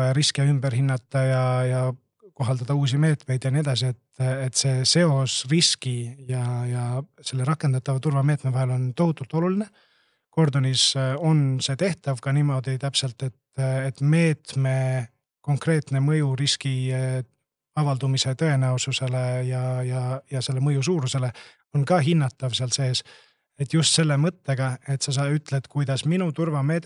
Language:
Estonian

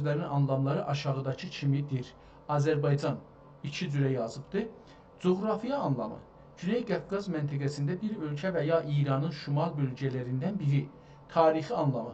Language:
South Azerbaijani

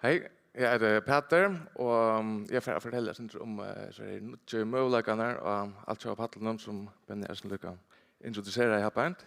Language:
Faroese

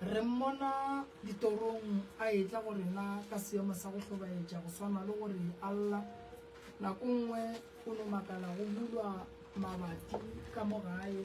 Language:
Northern Sotho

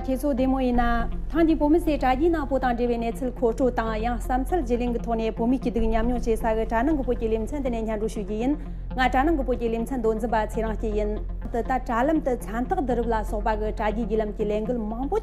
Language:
Tibetan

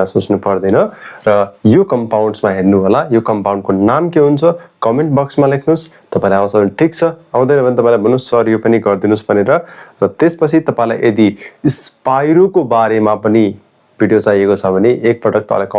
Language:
Nepali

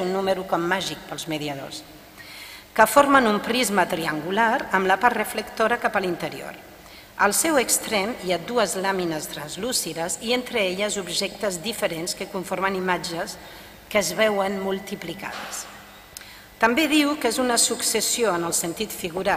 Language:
Catalan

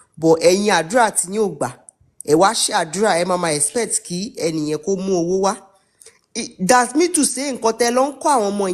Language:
Yoruba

